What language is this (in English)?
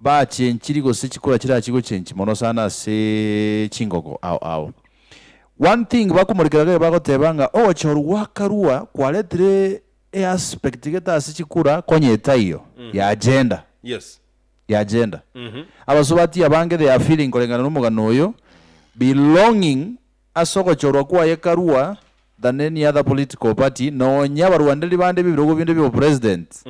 Gusii